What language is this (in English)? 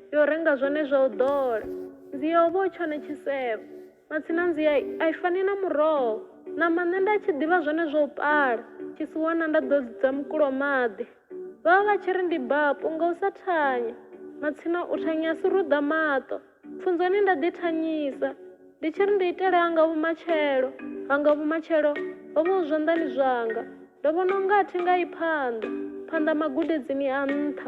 Venda